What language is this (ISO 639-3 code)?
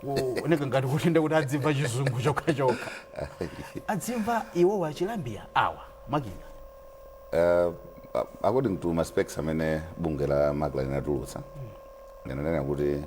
nya